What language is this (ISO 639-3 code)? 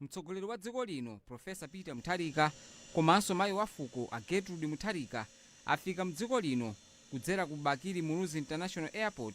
nya